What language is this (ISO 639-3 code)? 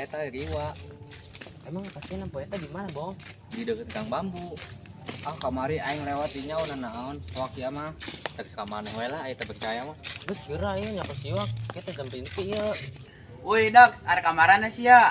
sun